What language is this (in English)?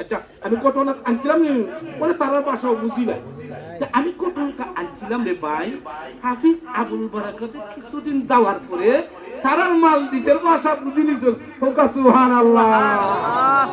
Sylheti